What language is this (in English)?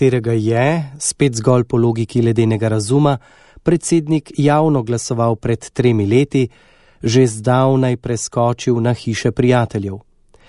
Slovenian